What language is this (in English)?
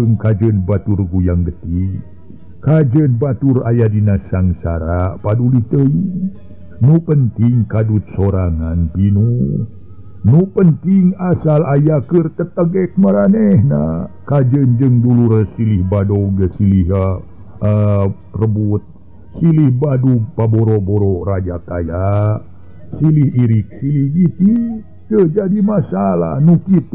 Sundanese